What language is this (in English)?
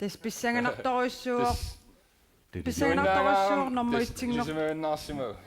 Kalaallisut